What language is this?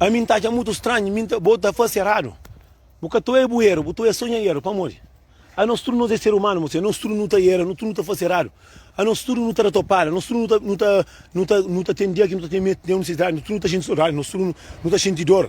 Kabuverdianu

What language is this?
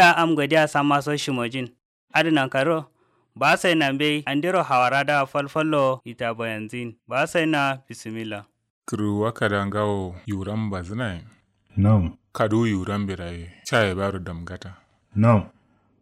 Kanuri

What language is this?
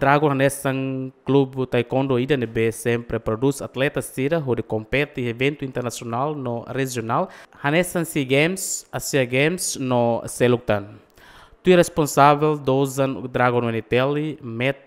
Tetum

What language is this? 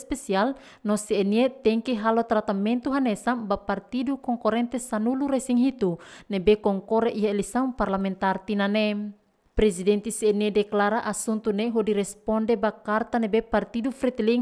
Tetum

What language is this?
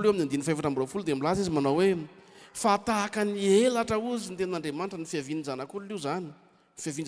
Malagasy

